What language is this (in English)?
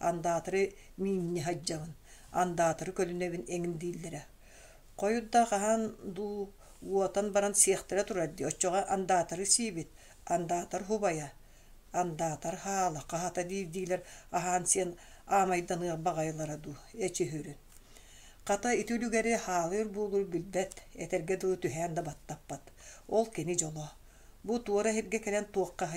Yakut